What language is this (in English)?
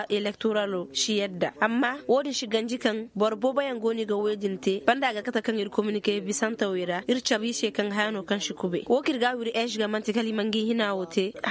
Koyraboro Senni